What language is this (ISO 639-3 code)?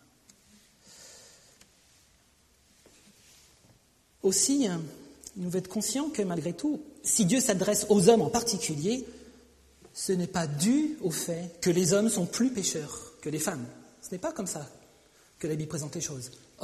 fra